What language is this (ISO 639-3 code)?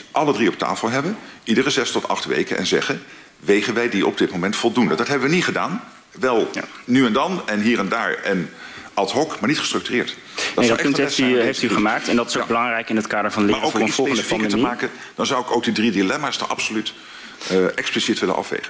nld